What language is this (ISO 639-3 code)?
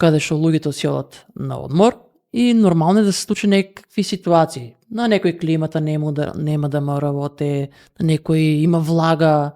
mkd